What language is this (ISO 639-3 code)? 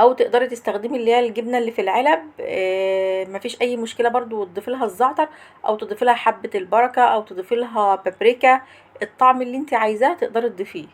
arz